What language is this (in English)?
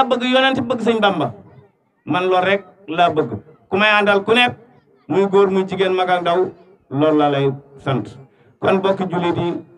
Wolof